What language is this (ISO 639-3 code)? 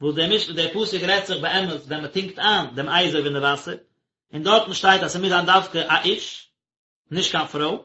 yid